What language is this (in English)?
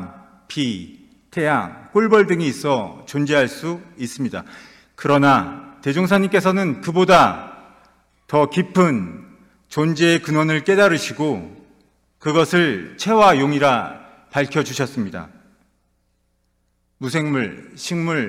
Korean